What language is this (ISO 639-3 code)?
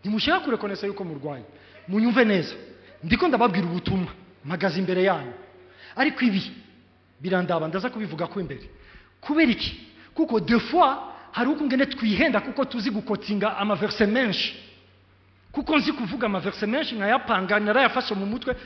run